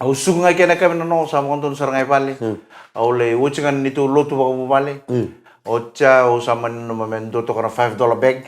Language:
Fijian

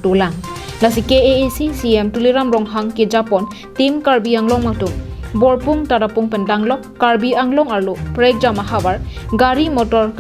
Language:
Karbi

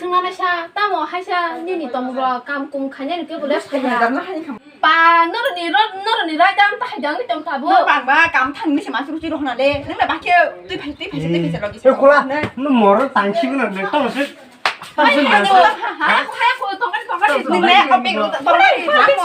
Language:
Kok Borok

